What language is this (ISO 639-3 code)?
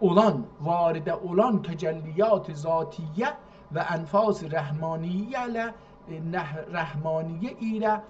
azb